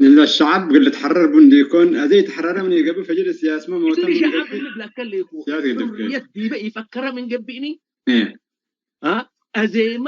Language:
Tigre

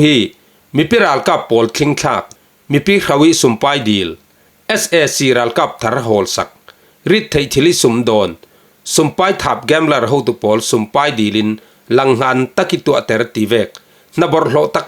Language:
Falam Chin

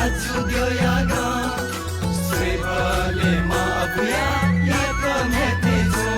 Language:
Newari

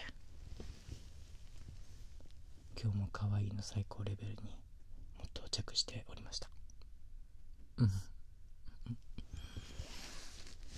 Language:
Japanese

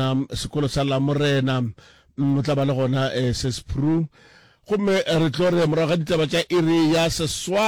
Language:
Northern Sotho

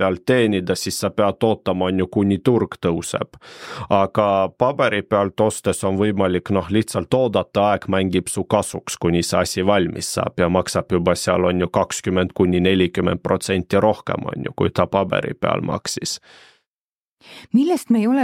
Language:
Estonian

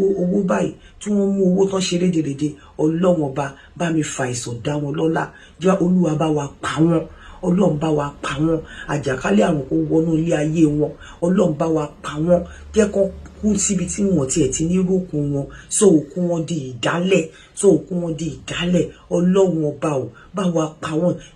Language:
Yoruba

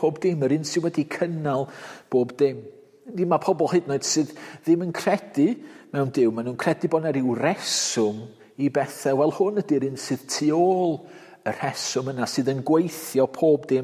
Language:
Welsh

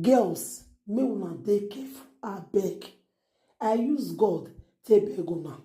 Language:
Nigerian Pidgin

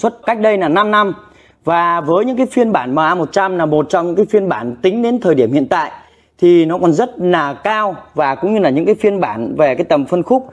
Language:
Vietnamese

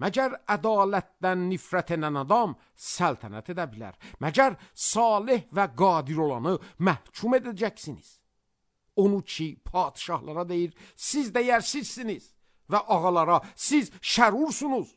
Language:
Azerbaijani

